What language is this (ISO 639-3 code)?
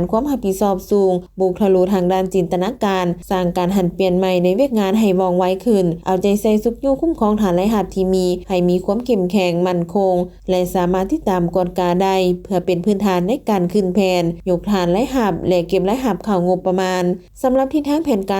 lao